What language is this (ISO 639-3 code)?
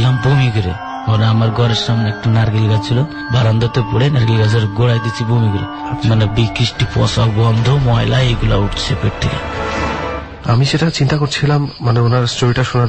ben